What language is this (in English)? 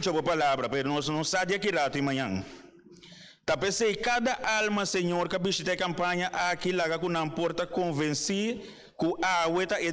Papiamento